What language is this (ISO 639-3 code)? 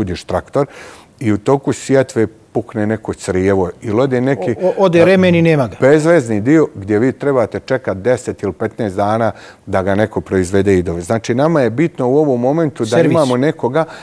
bos